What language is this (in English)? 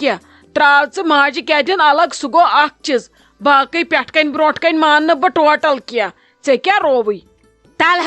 Kashmiri